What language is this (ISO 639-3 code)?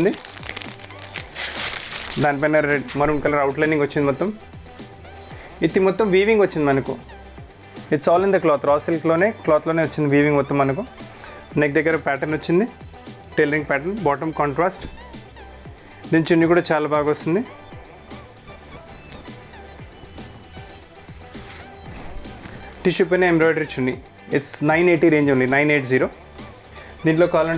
tel